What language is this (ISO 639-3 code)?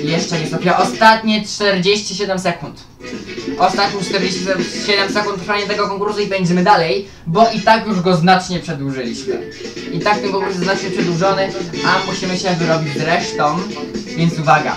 pol